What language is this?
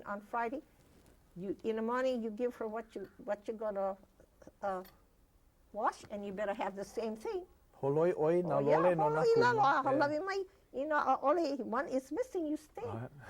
Hawaiian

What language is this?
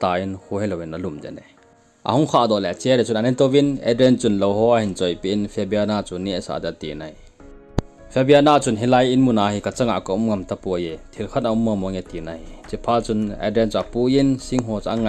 Thado Chin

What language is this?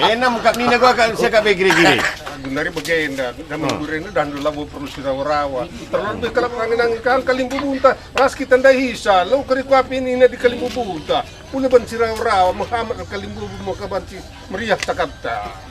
Batak Karo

